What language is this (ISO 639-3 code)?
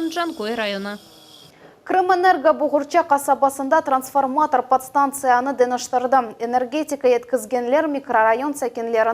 crh